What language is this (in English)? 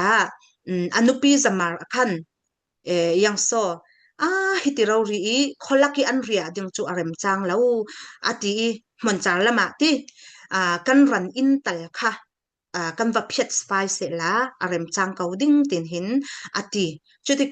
Falam Chin